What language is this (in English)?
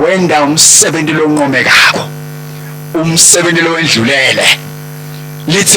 Swati